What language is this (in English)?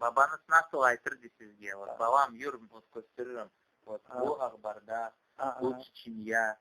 Crimean Tatar